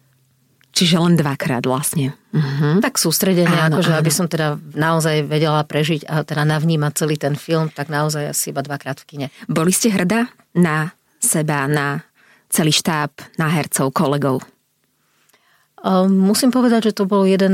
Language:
Slovak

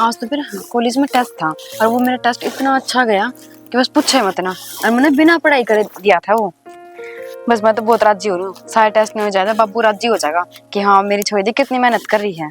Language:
Haryanvi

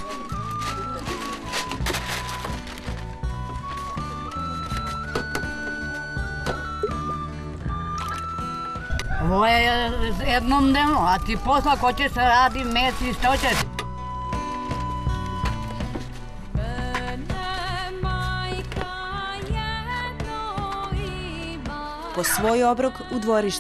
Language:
Serbian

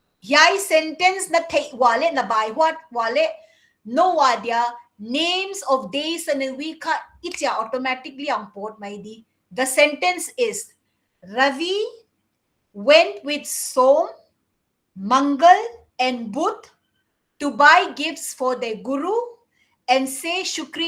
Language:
Paite Chin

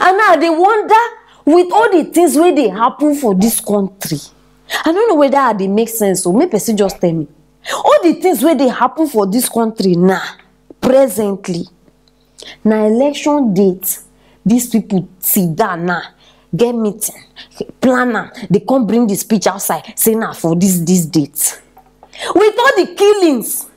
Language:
Nigerian Pidgin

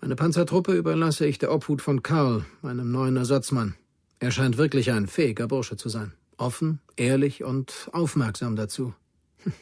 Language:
Bavarian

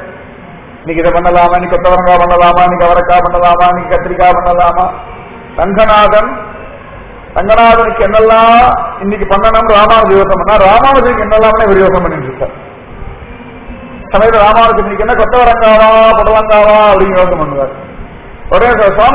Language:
Tamil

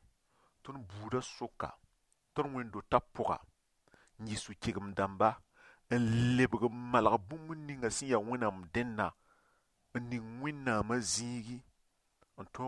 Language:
Mossi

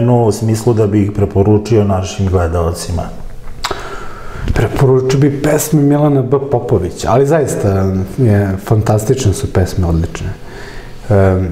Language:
Serbian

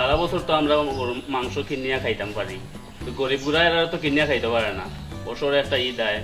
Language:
Sylheti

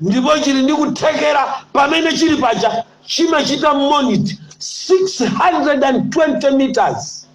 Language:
Nyanja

